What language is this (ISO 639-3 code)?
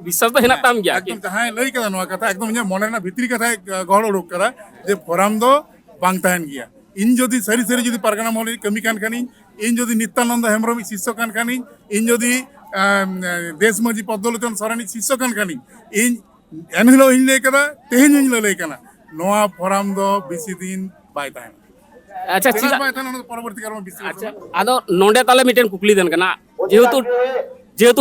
sat